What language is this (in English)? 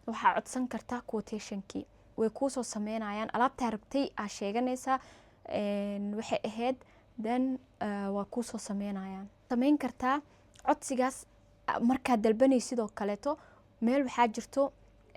Somali